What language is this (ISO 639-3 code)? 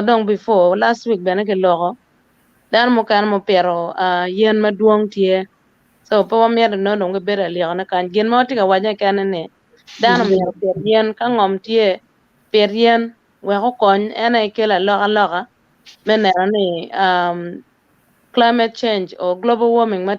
ach